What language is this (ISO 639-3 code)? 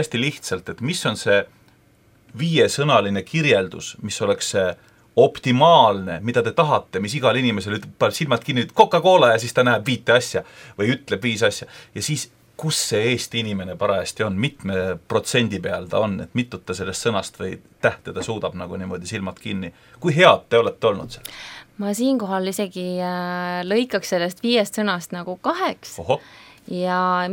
est